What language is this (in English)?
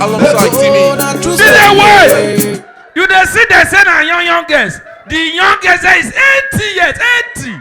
Nigerian Pidgin